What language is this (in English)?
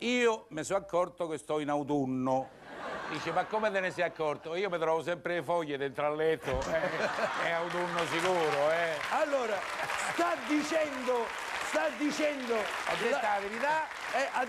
Italian